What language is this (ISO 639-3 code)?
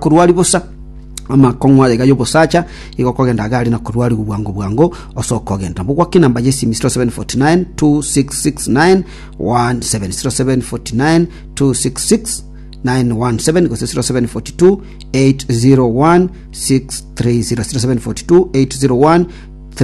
guz